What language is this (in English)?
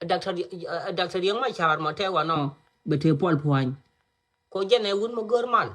Nuer